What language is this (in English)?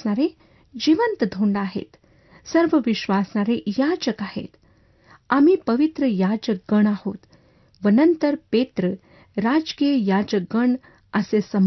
Marathi